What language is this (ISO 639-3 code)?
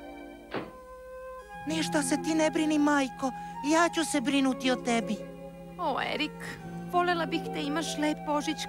srp